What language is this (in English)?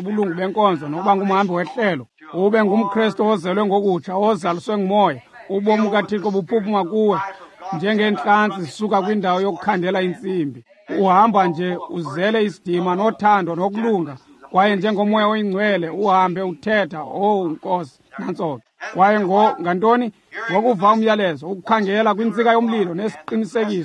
Xhosa